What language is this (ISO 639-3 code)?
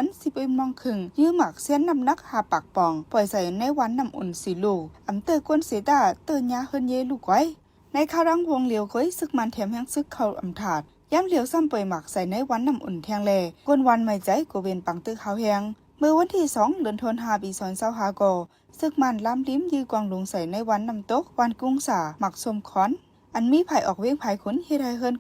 shn